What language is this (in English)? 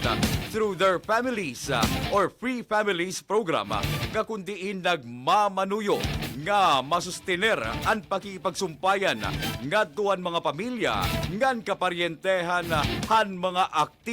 Waray